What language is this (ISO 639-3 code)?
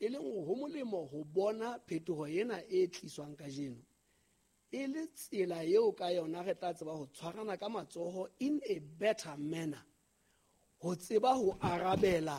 sot